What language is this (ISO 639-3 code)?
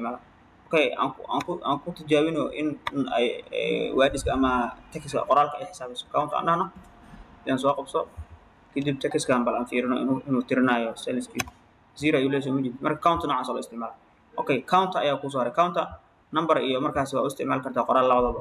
som